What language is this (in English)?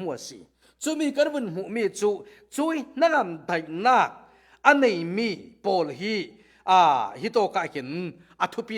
Falam Chin